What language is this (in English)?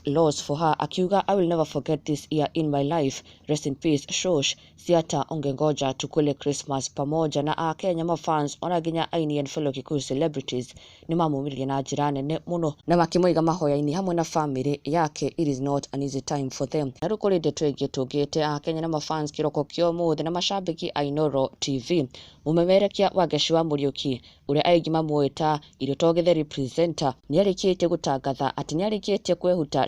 Kikuyu